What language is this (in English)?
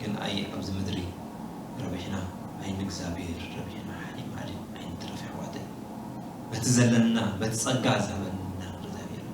Tigrinya